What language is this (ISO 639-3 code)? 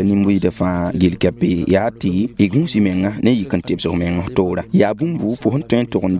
mos